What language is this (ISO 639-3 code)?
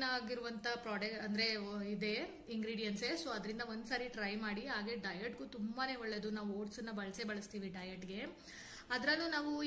kan